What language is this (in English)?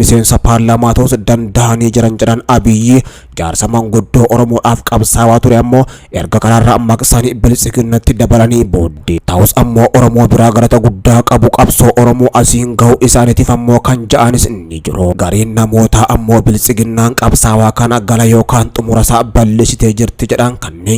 Oromo